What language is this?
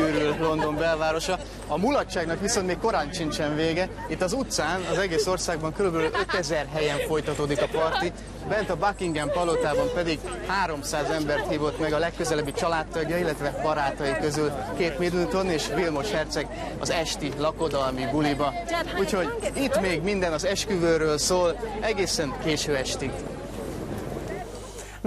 Hungarian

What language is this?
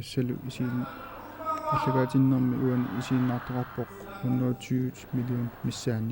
Kalaallisut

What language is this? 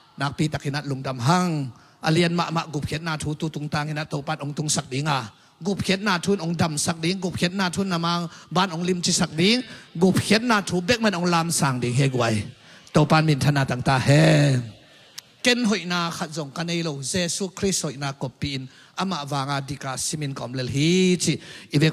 Tedim Chin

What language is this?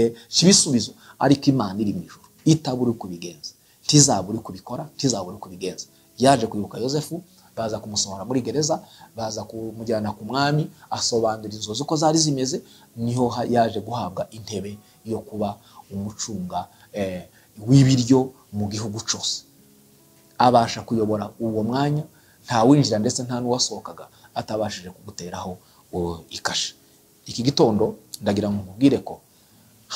Kinyarwanda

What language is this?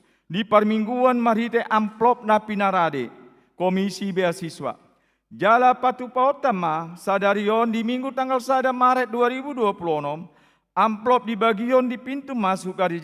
Batak Toba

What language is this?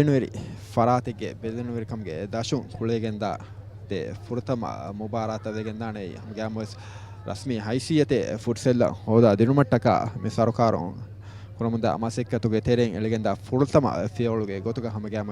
Divehi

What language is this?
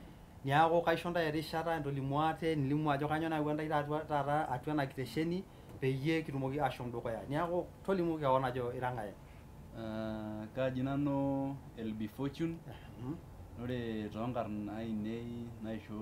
Masai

